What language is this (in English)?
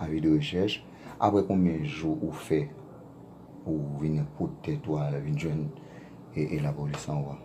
Haitian Creole